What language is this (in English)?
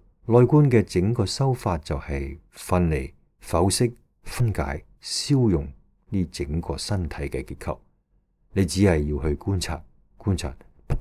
Cantonese